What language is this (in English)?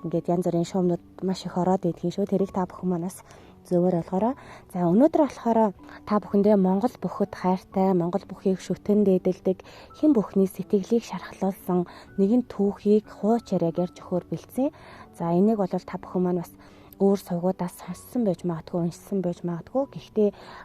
Mongolian